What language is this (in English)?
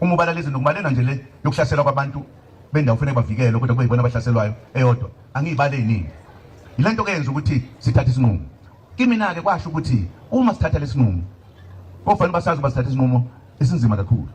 Zulu